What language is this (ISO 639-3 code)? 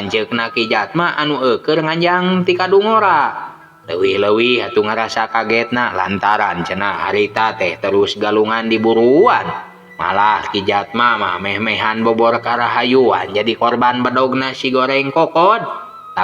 sun